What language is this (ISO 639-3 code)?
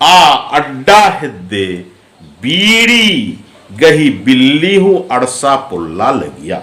kru